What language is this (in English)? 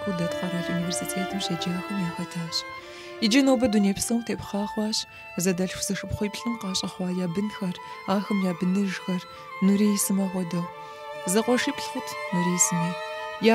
Kabardian